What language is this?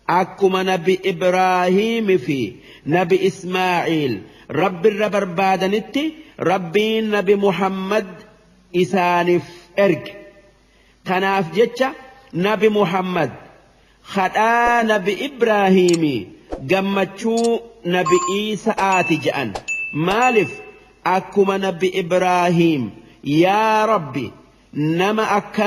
Oromo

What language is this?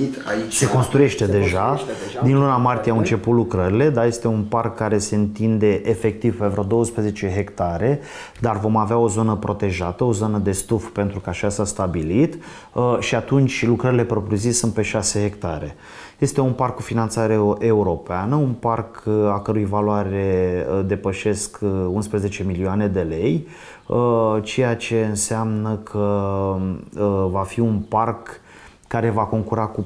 Romanian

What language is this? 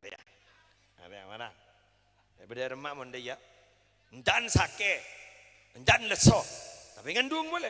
Madurese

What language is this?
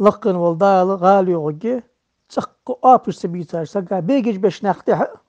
Ingush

